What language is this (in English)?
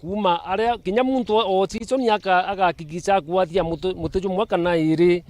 Meru